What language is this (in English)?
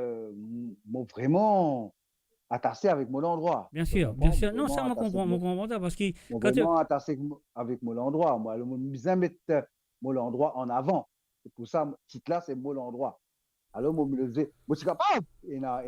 Morisyen